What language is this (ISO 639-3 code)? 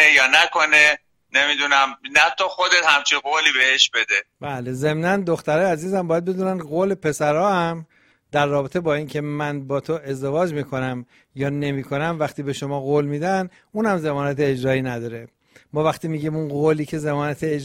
fas